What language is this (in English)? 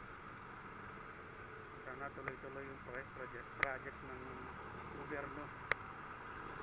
Filipino